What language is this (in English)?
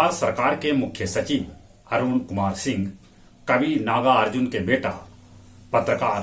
Magahi